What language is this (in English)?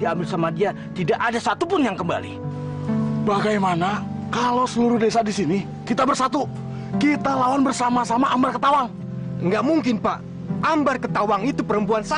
Indonesian